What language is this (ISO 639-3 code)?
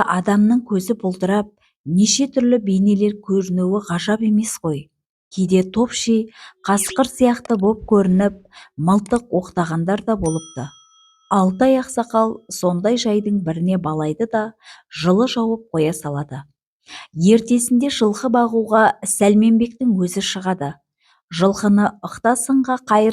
kaz